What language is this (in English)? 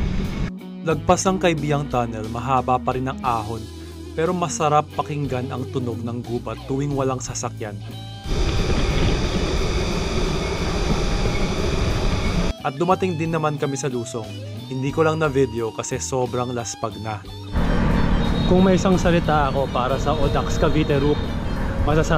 Filipino